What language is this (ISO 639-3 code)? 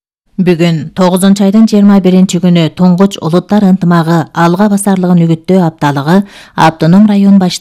kir